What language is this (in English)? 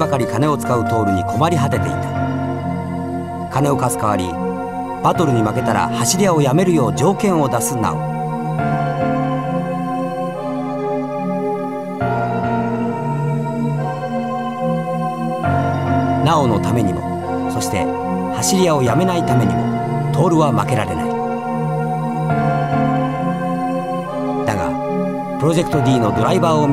Japanese